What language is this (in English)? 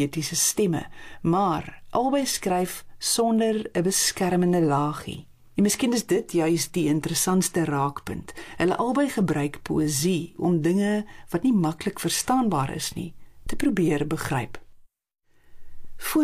Afrikaans